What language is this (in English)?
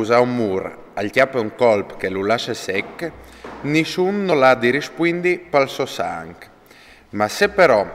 Friulian